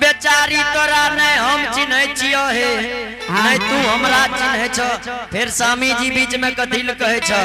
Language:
Angika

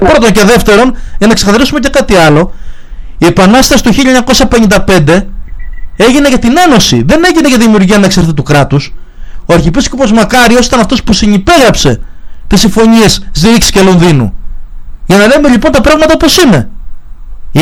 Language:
Greek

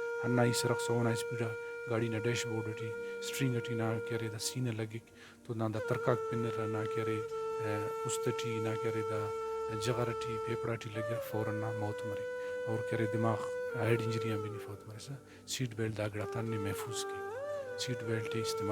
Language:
Brahui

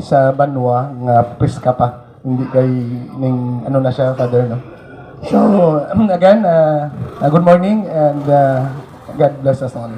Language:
Hiligaynon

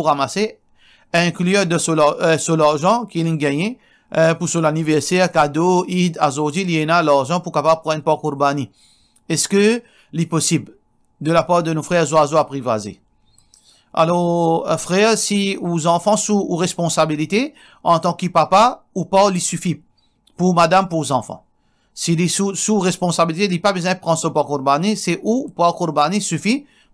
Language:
Morisyen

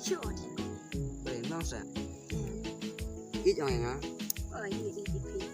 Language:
Khasi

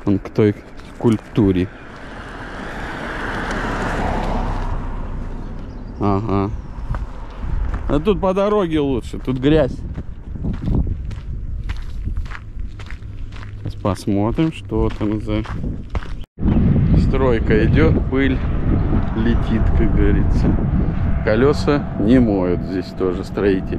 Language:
Russian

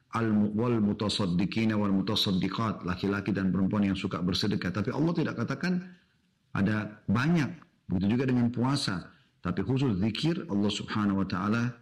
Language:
Indonesian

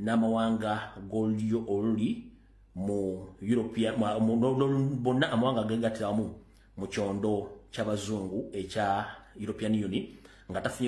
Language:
Ganda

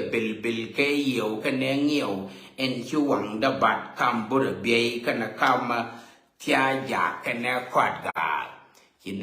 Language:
Nuer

